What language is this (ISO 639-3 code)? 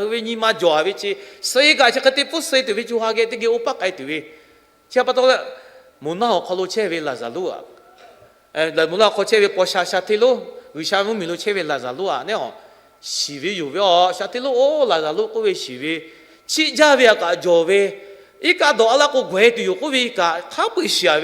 lhu